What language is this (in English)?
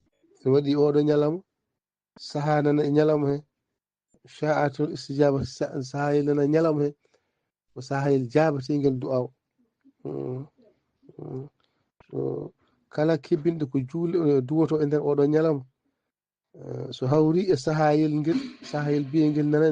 Fula